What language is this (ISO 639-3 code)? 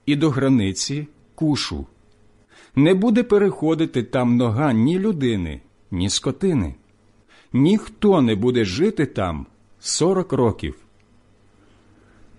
ukr